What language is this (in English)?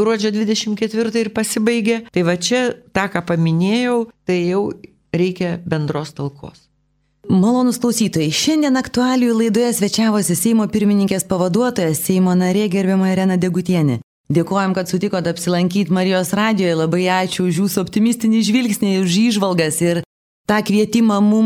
Lithuanian